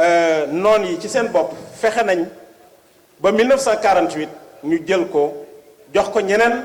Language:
Wolof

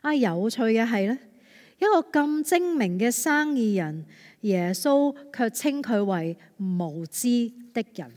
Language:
Cantonese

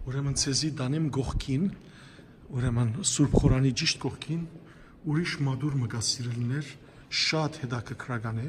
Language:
Western Armenian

